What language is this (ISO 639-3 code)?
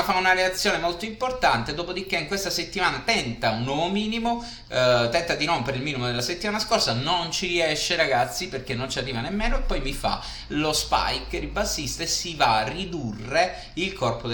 ita